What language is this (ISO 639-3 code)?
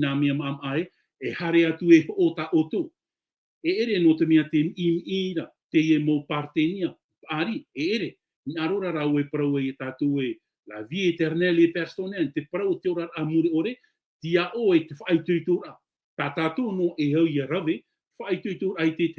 tah